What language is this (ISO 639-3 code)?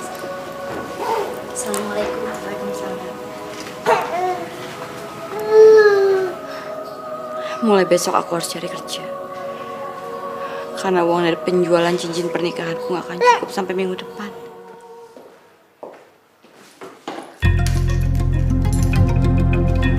ind